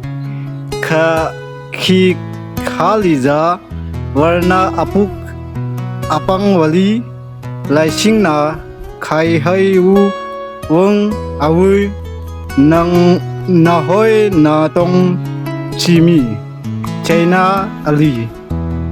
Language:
Tangkhul Naga (India)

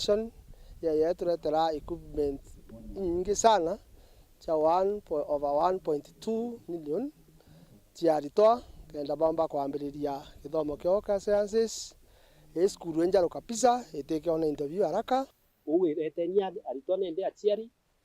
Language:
Meru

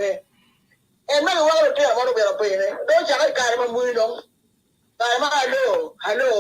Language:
Acoli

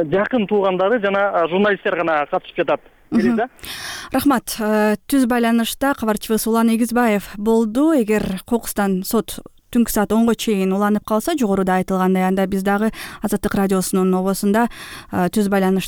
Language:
Kyrgyz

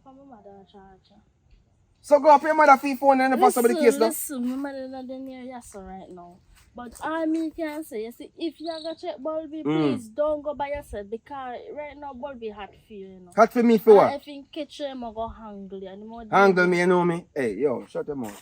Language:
Jamaican Creole English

